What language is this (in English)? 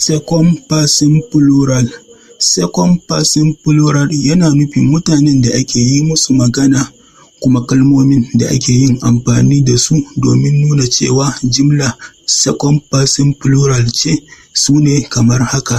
Hausa